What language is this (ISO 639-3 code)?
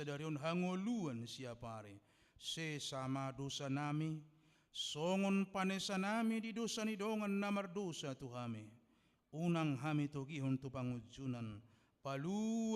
bbc